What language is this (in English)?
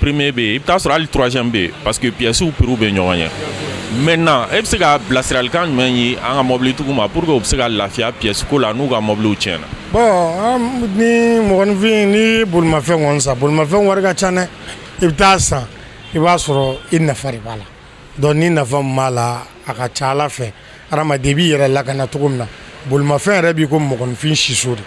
Bambara